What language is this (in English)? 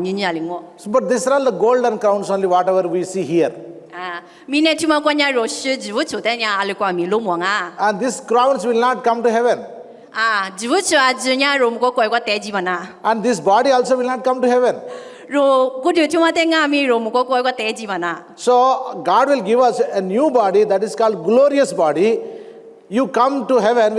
Lisu